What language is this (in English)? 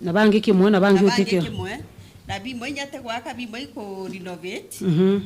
Meru